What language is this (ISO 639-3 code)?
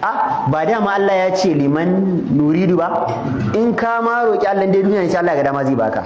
hau